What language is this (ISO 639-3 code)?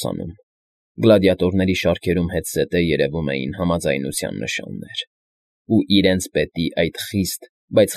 hye